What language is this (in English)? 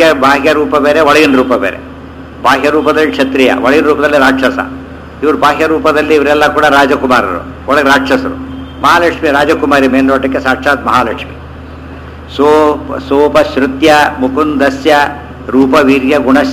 Kannada